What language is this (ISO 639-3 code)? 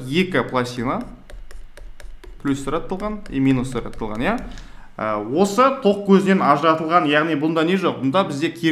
kaz